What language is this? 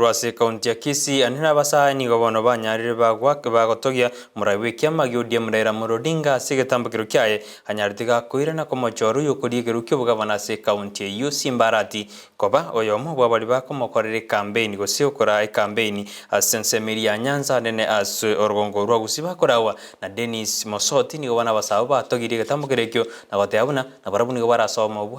Gusii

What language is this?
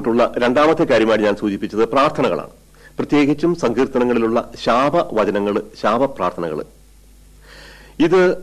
Malayalam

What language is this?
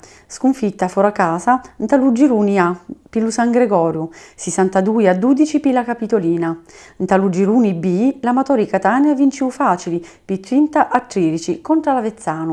Sicilian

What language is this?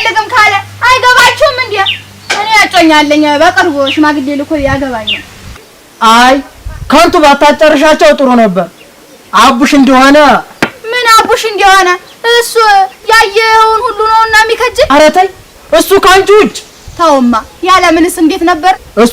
Amharic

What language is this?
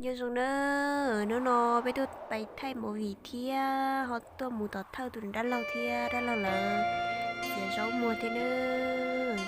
Hmong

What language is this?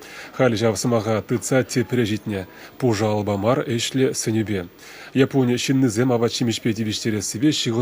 Chuvash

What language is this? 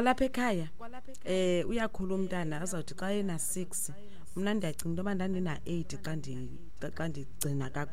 Xhosa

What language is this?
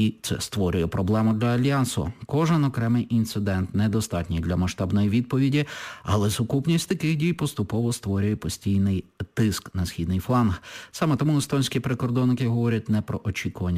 Ukrainian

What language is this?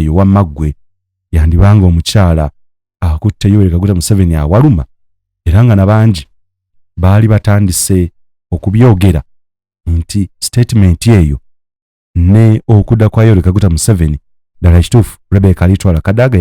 Ganda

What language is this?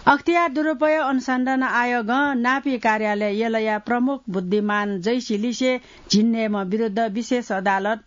Newari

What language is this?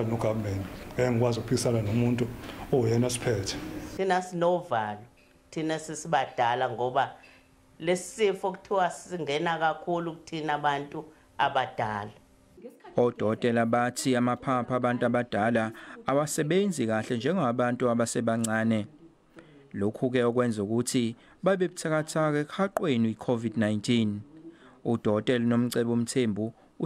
Zulu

